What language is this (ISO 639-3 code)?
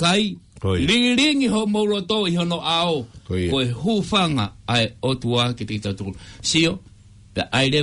ton